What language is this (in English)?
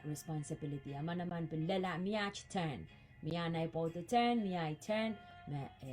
Pohnpeian